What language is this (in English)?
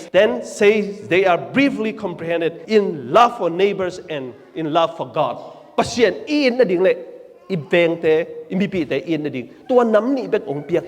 Tedim Chin